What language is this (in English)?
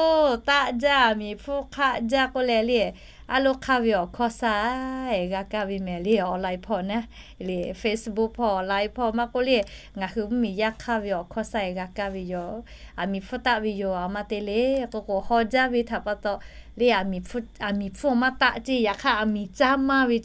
Lahu